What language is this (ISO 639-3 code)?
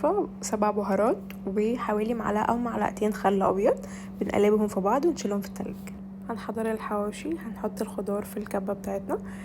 arz